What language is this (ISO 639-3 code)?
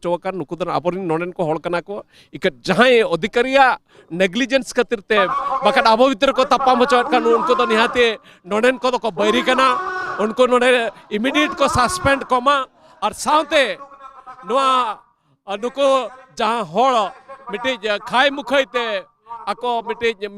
sat